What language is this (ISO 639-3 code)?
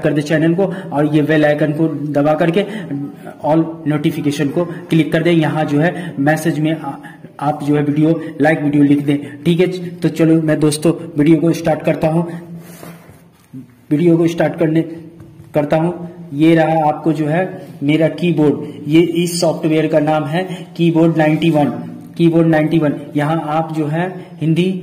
hin